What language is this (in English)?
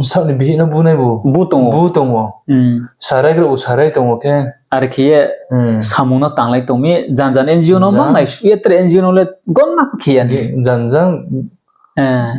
Riang (India)